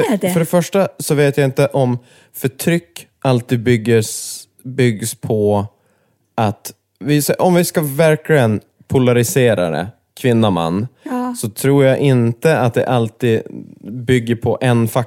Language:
Swedish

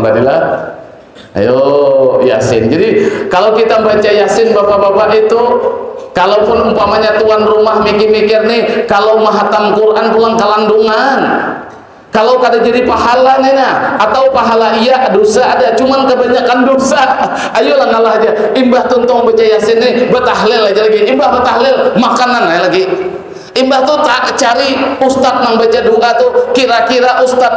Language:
Banjar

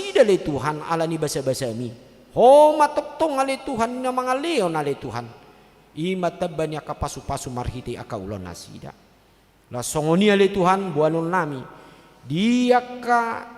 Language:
Batak Toba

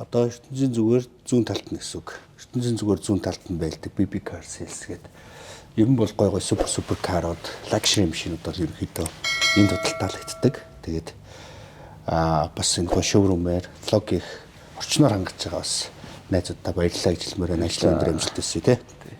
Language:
Mongolian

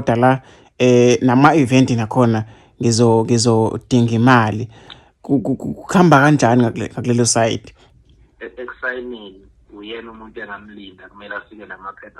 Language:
Zulu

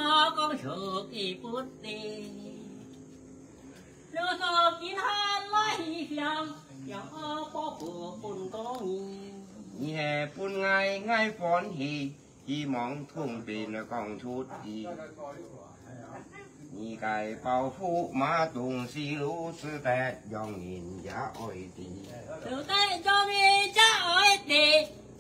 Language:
Vietnamese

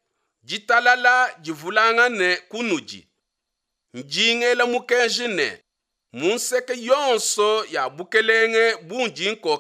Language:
Luba-Lulua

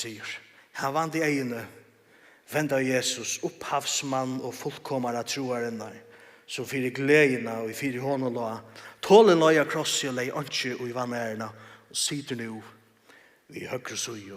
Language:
Faroese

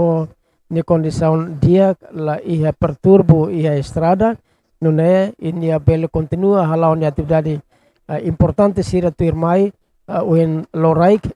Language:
Tetum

